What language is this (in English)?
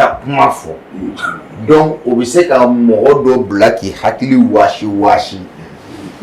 Bambara